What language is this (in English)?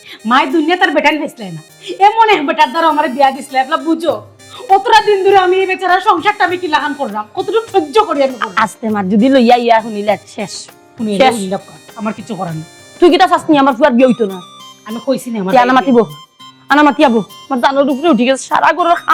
Sylheti